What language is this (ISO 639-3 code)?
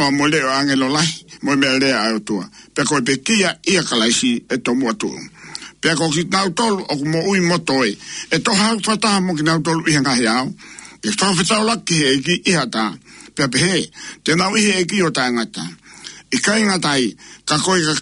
ton